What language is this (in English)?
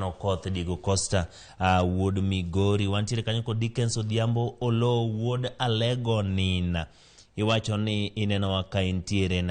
Luo (Kenya and Tanzania)